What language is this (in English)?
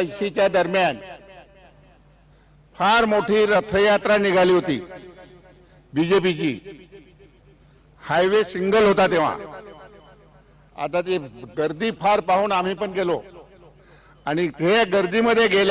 Marathi